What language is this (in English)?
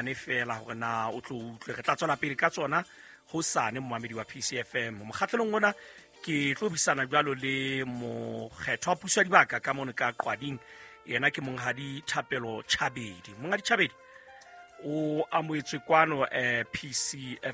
Southern Sotho